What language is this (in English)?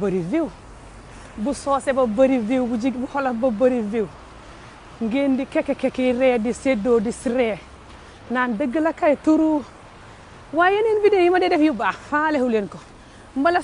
Wolof